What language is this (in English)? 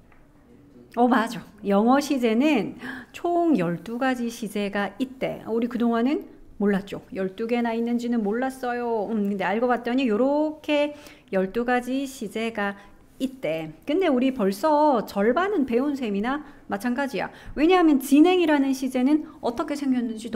Korean